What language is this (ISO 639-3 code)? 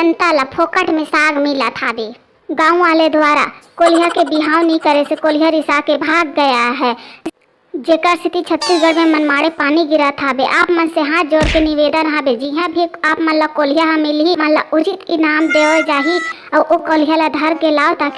hne